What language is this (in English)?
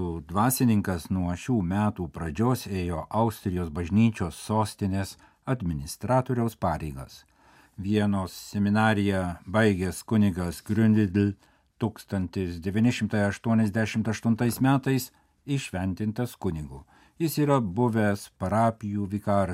Lithuanian